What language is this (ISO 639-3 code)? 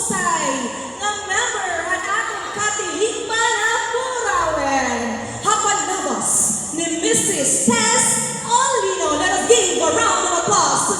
war